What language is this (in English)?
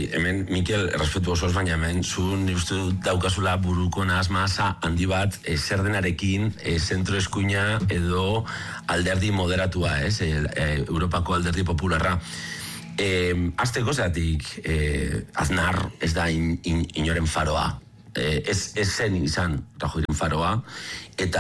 Basque